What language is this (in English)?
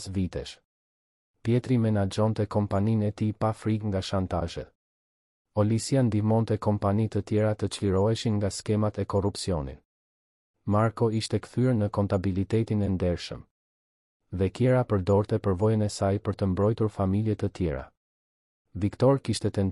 Albanian